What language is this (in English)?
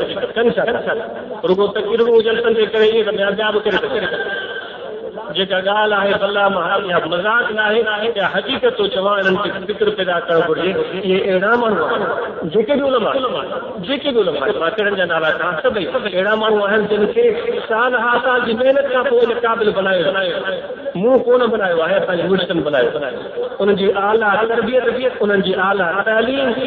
Sindhi